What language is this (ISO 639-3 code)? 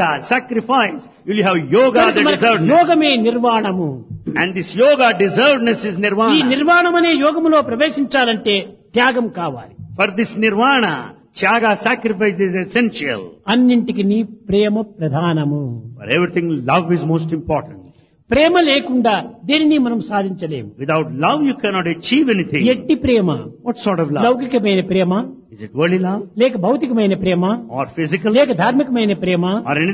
tel